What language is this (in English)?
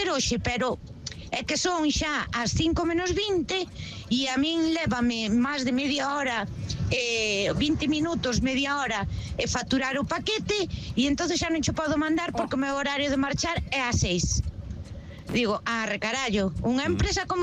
Galician